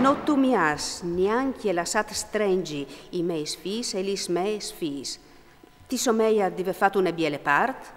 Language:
Friulian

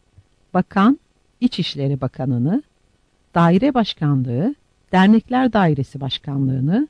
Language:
Turkish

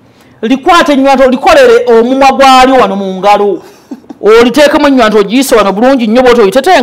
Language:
Ganda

